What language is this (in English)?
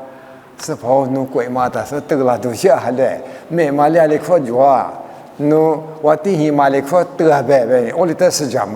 Lisu